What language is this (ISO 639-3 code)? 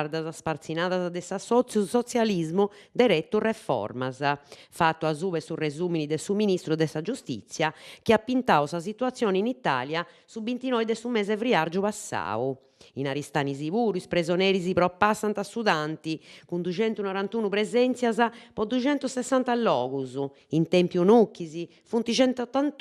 srd